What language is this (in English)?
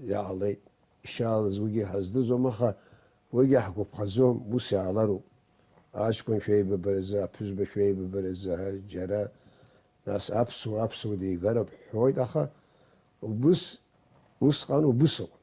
Abkhazian